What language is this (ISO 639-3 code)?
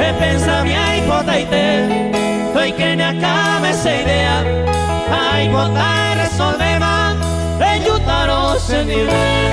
grn